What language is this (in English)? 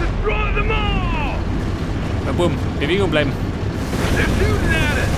Bavarian